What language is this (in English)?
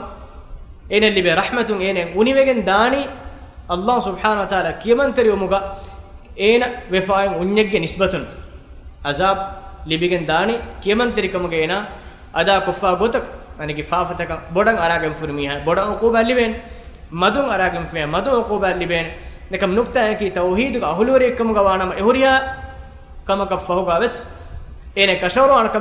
Divehi